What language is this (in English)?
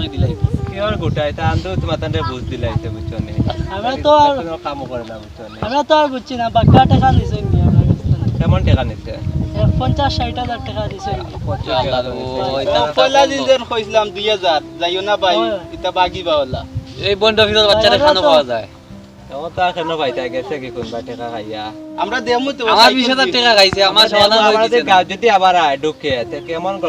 Sylheti